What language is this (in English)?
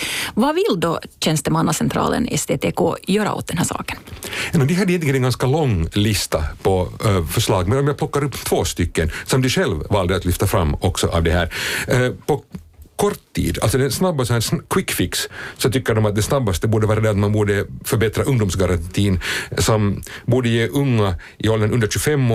Swedish